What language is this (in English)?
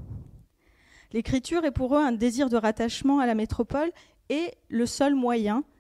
French